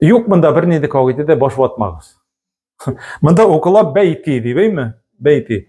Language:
Tatar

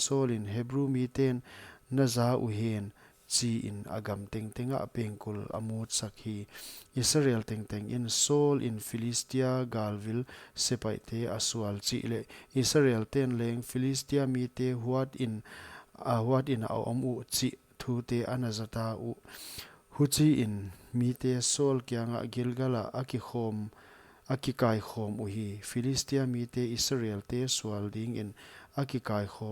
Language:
Paite Chin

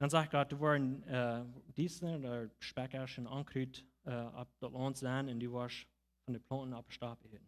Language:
Plautdietsch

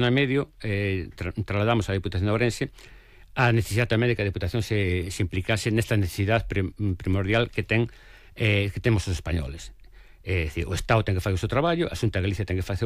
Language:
Galician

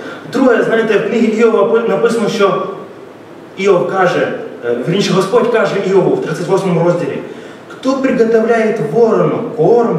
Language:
Ukrainian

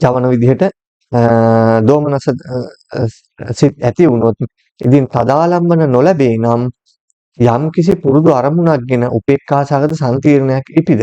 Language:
Sinhala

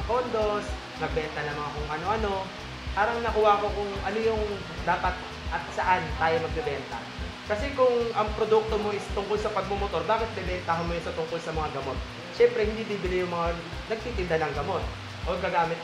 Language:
Filipino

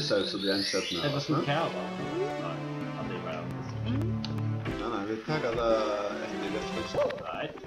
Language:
Faroese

